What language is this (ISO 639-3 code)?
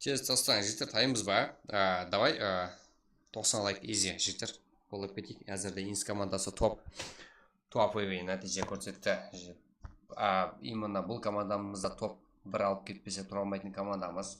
kaa